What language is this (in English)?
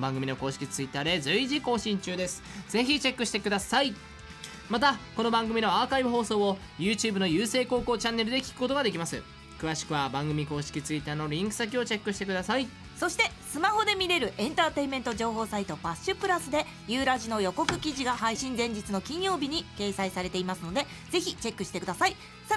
Japanese